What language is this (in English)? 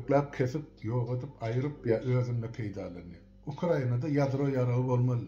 Turkmen